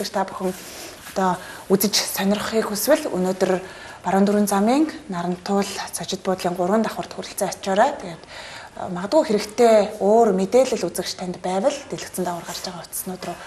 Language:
Mongolian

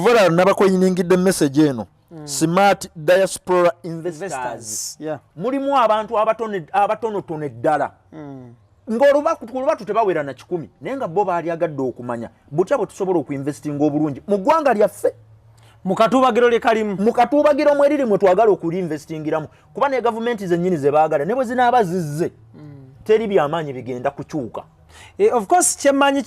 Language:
Ganda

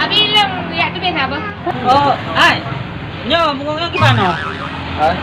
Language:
Achinese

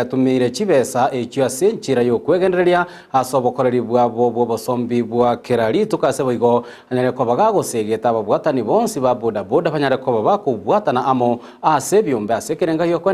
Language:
Gusii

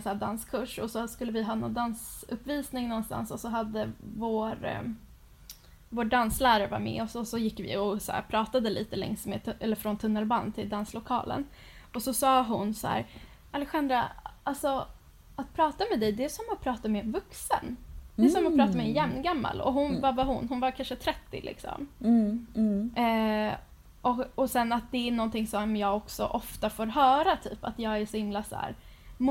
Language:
Swedish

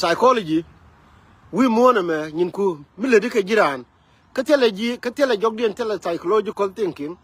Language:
Nuer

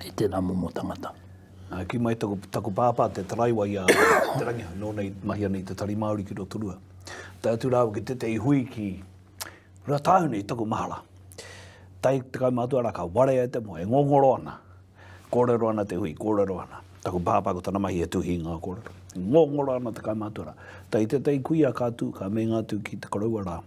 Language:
Māori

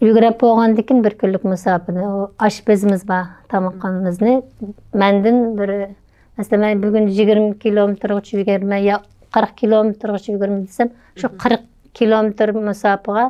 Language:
Uyghur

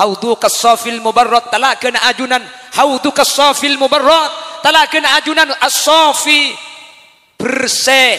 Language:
Madurese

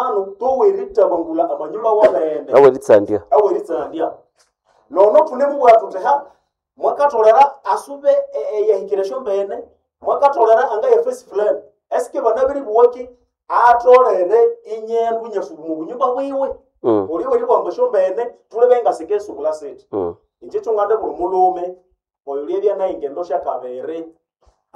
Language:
Nande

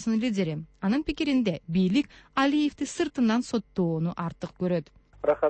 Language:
Kyrgyz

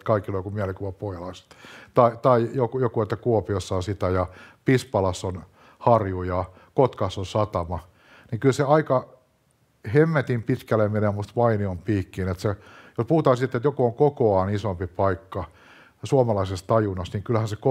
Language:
Finnish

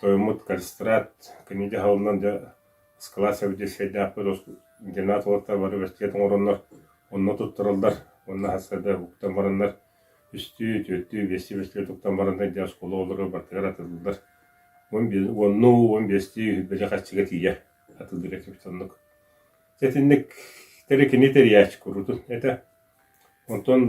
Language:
Yakut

